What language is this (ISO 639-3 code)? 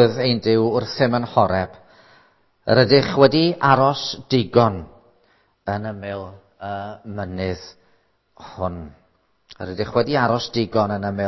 cym